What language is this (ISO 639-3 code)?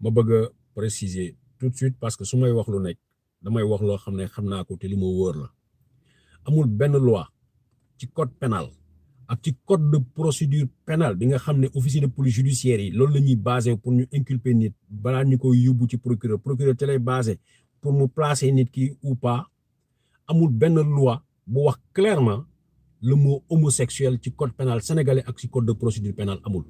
wol